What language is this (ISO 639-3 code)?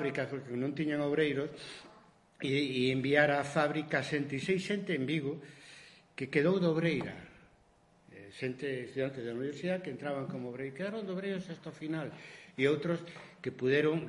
glg